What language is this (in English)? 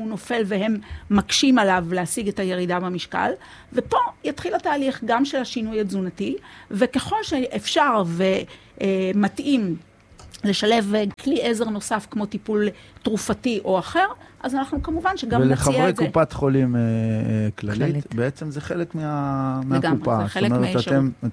Hebrew